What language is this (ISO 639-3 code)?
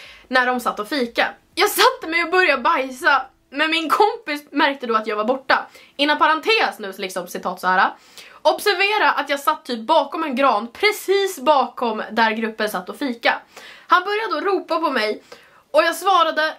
swe